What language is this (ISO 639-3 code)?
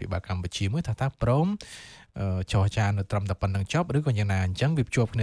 khm